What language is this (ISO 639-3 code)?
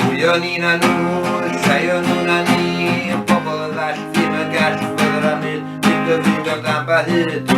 cym